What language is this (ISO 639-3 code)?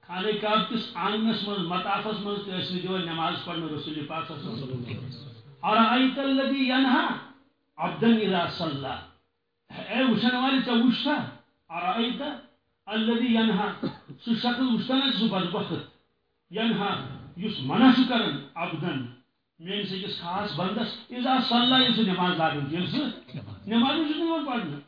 kas